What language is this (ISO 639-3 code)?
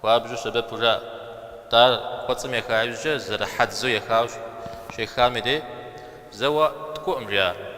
kbd